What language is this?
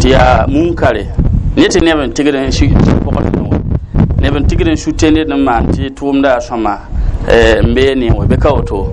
Mossi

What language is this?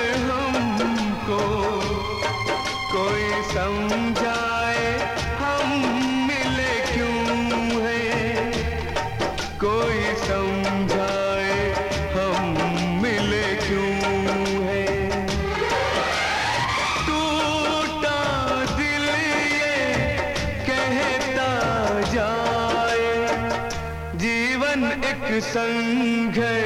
Hindi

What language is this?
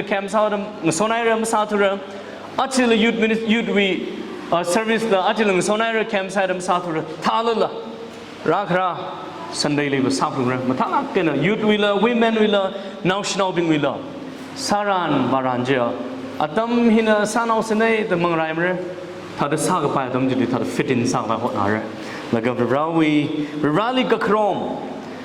Tangkhul Naga (India)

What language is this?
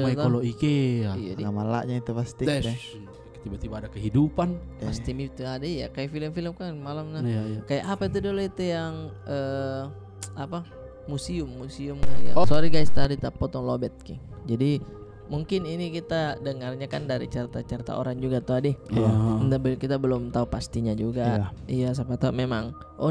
Makassar Malay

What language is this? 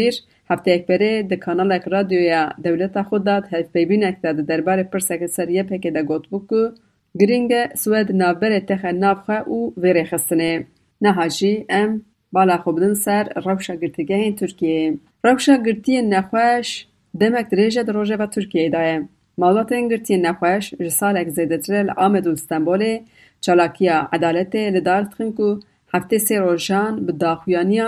Kurdish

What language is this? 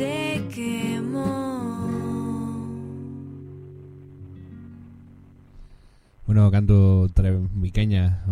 Basque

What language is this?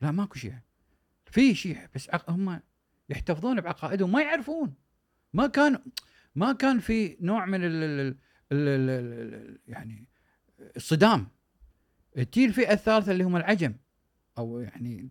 Gulf Arabic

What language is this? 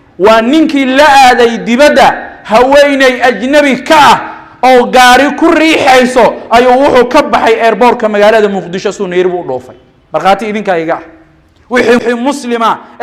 Somali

